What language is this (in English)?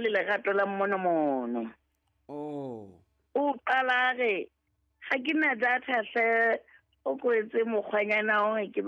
Southern Sotho